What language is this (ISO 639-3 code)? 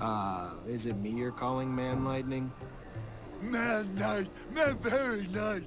bar